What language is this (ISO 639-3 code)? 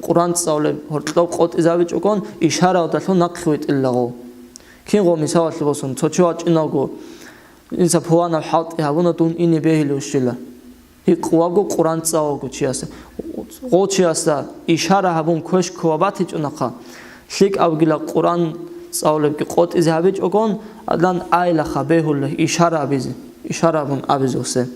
ava